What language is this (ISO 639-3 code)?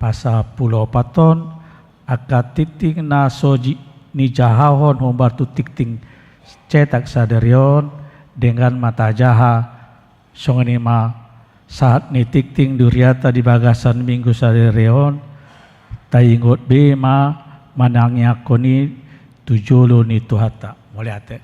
bbc